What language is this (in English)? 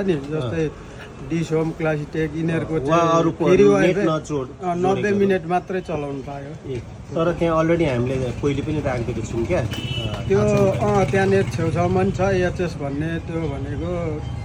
Nepali